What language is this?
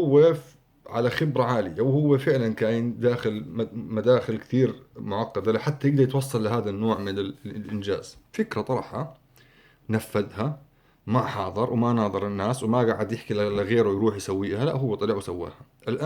North Levantine Arabic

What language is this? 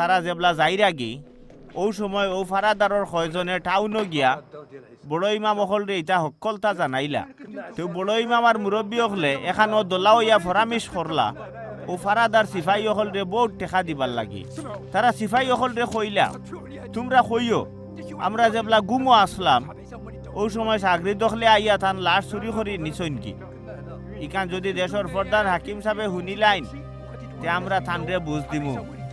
Sylheti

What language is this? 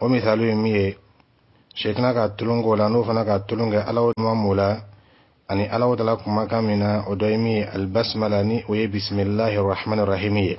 Dyula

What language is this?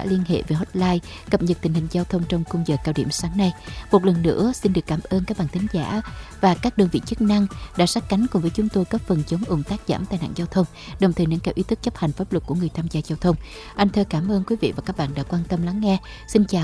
Vietnamese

